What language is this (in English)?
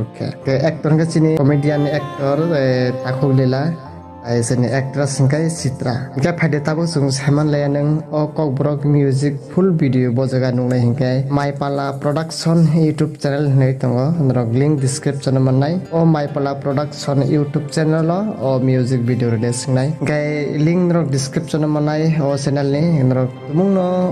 Kok Borok